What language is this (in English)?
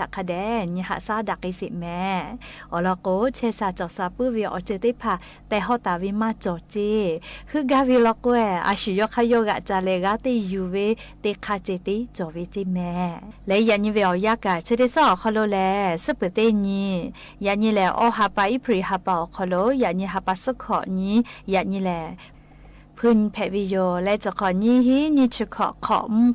Lahu